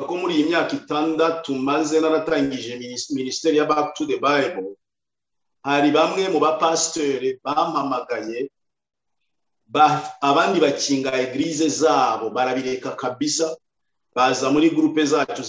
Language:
Kinyarwanda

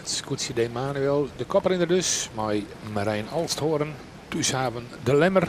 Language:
Western Frisian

